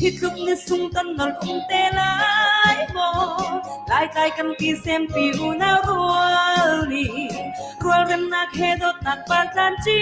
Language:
Hakha Chin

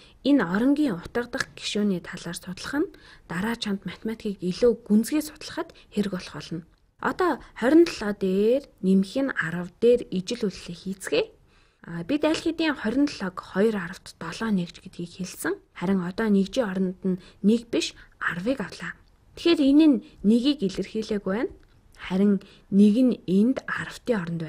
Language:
Mongolian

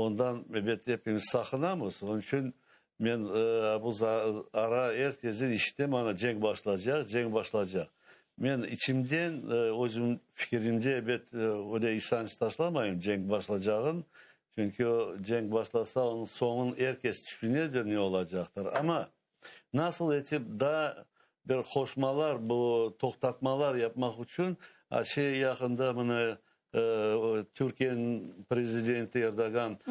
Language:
Crimean Tatar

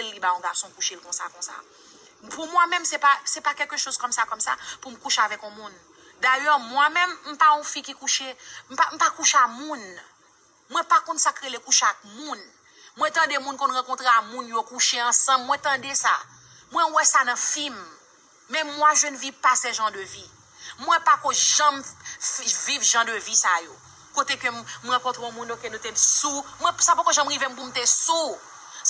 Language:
Haitian Creole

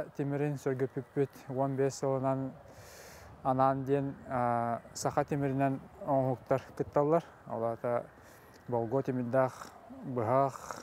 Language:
Yakut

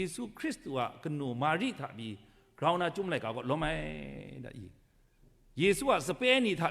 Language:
Kachin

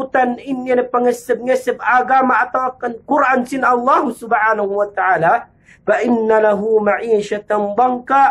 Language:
Yakan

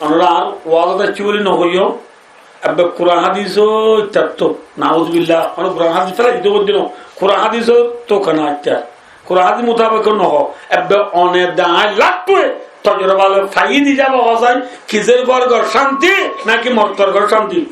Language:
Rohingya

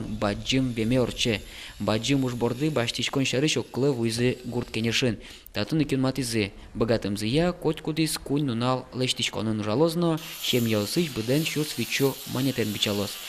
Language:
Udmurt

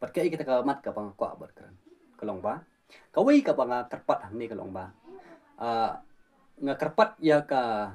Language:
Khasi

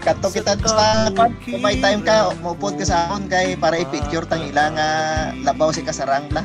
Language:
Hiligaynon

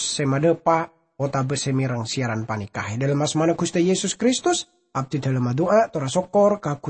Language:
Madurese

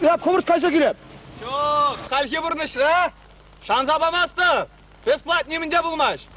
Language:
Chuvash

